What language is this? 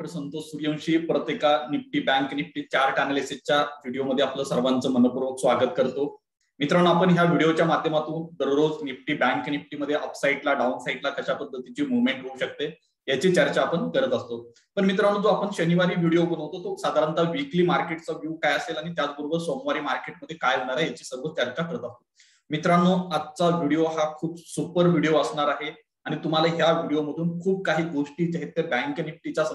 Marathi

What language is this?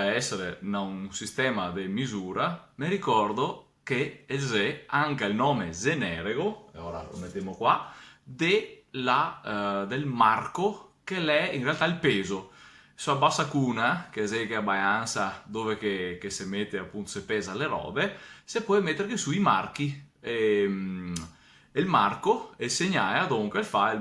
Venetian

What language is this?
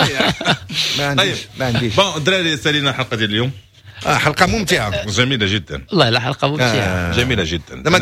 Moroccan Arabic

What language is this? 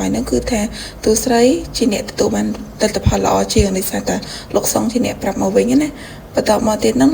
Khmer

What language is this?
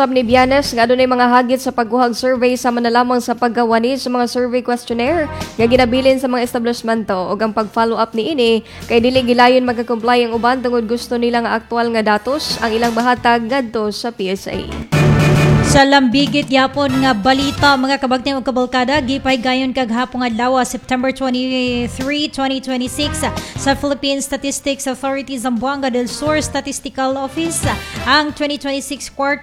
Cebuano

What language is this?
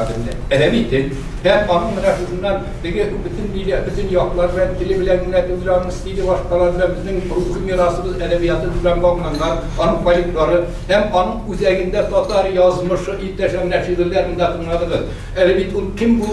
Tatar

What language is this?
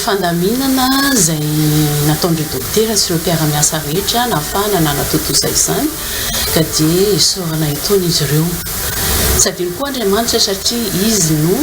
Malagasy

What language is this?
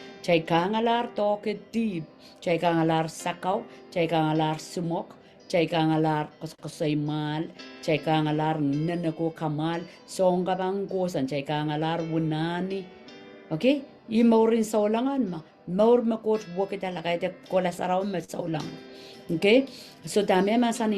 Pohnpeian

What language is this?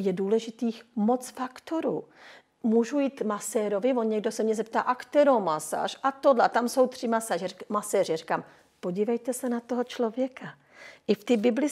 Czech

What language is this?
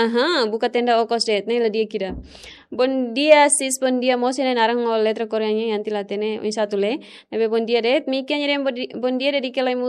Tetum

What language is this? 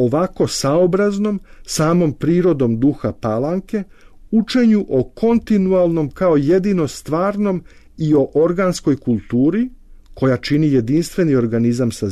Serbian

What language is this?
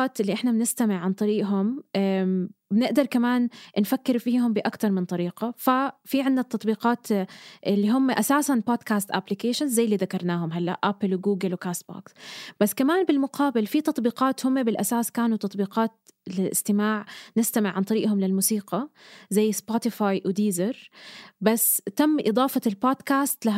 North Levantine Arabic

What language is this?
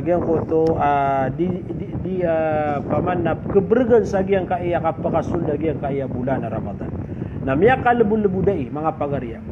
Maranao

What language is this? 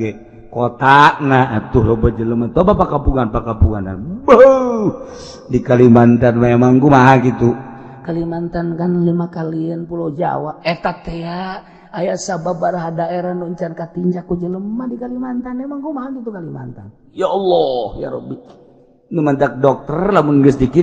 Sundanese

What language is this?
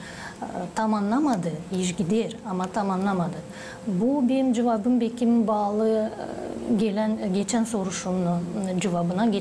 Gagauz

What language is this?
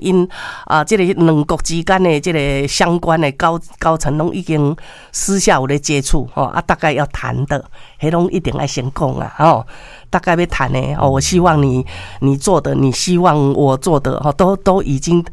Min Nan Chinese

